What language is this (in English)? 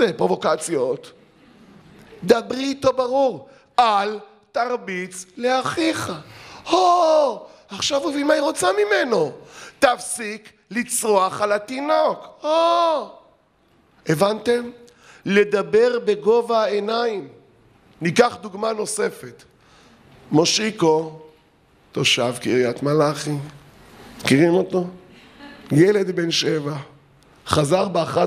Hebrew